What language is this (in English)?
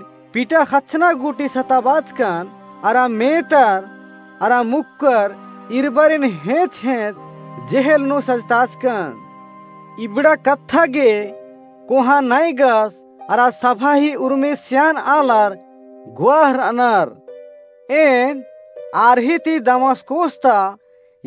Kurukh